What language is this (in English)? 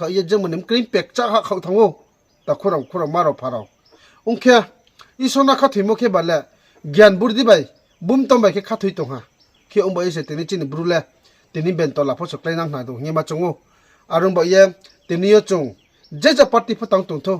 Riang (India)